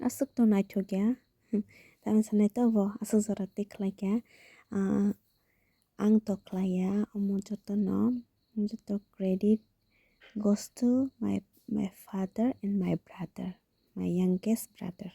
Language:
Kok Borok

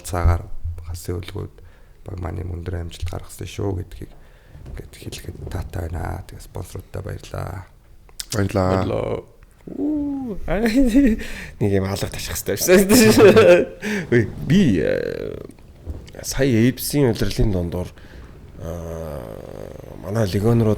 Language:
Mongolian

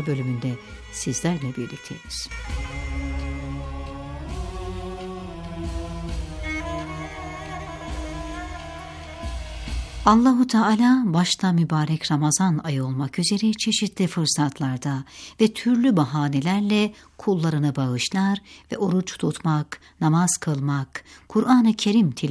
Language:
Turkish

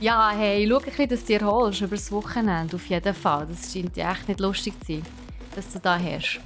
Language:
Swiss German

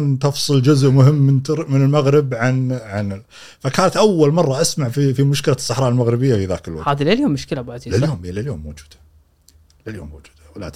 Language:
Gulf Arabic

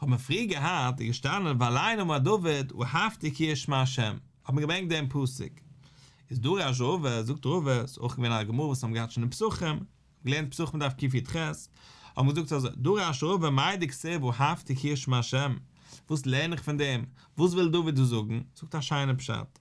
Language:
Yiddish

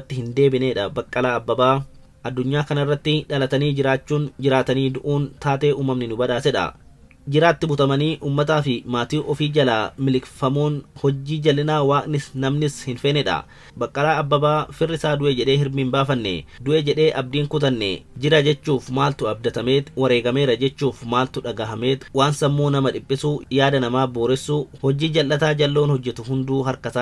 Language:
Oromo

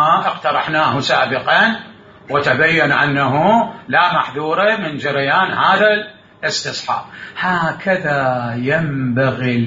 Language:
Mesopotamian Arabic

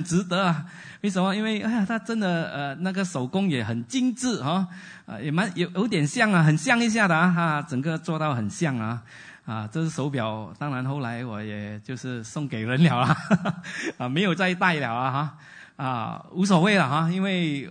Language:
Chinese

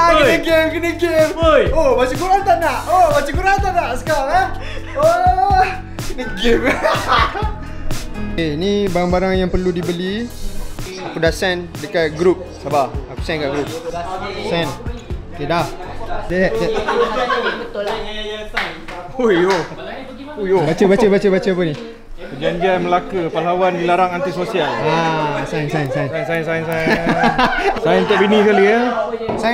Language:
Malay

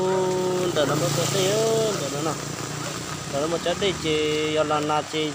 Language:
Hmong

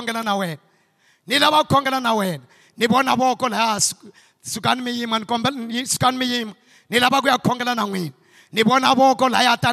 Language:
Tsonga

